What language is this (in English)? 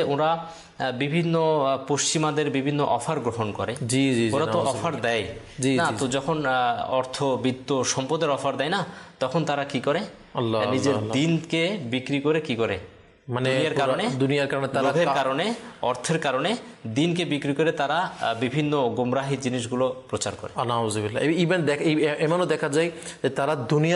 Bangla